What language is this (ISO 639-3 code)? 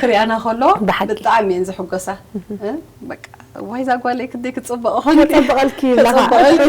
tir